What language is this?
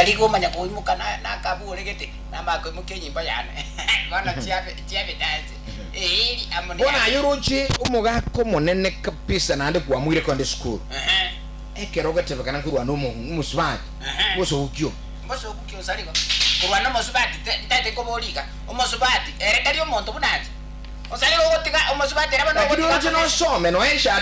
Gusii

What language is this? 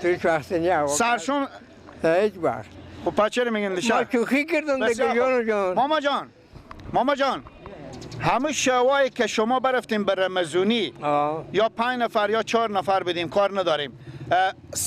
Persian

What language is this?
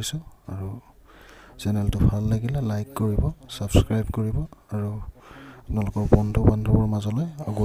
Assamese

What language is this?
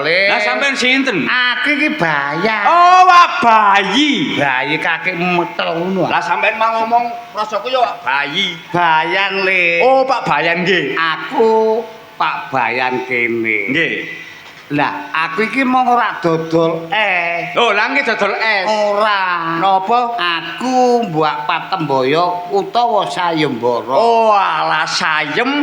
Javanese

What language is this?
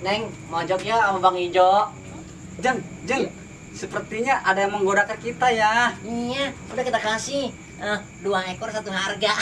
Betawi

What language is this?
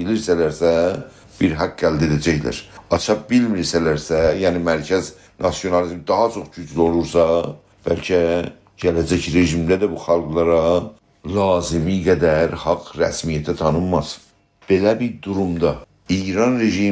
South Azerbaijani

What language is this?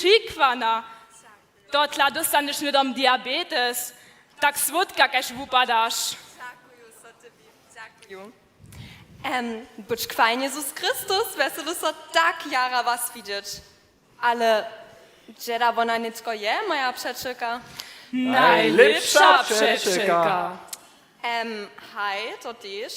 Upper Sorbian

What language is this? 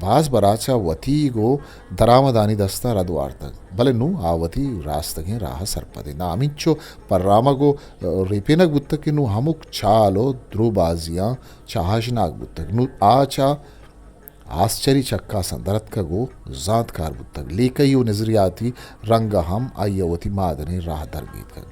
Eastern Balochi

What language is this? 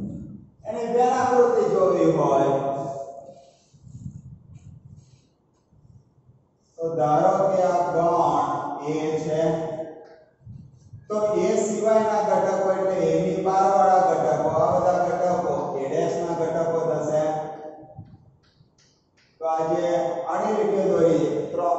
Gujarati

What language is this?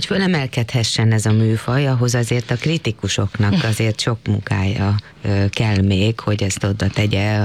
Hungarian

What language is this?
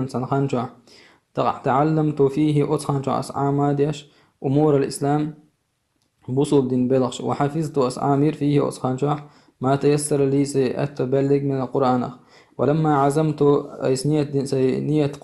Chechen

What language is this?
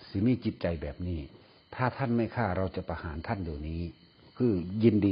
Northeastern Thai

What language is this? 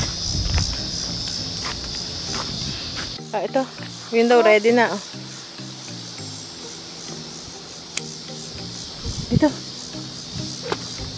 Filipino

